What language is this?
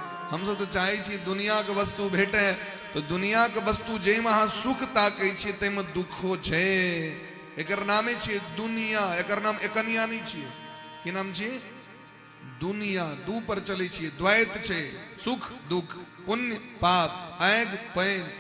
Maithili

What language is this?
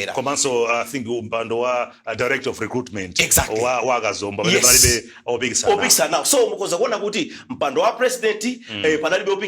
Nyanja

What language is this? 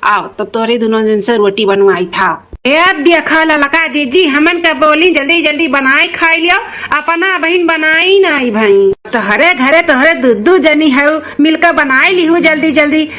Awadhi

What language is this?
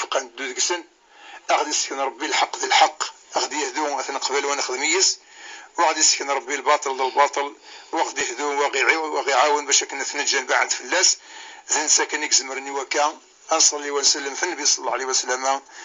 Kabyle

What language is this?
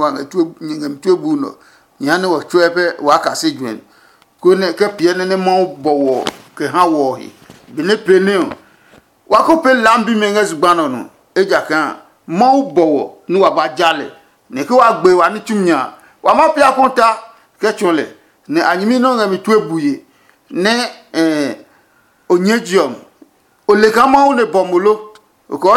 Adangme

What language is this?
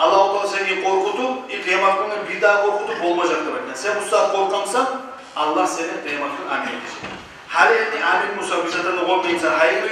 Kumyk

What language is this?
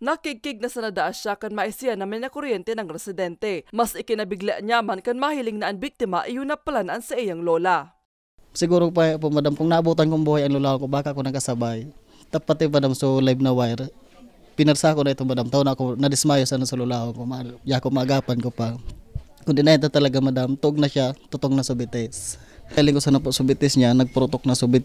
Bikol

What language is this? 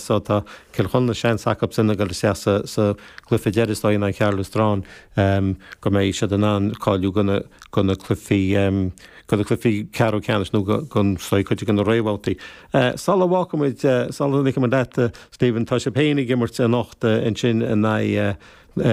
Irish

